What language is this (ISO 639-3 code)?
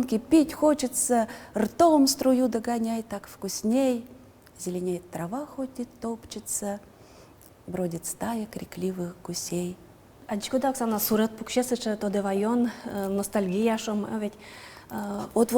udm